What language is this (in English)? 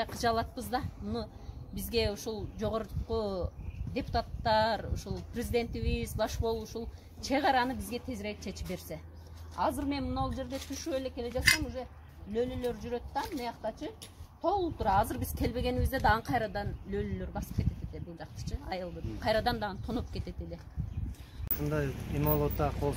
Kyrgyz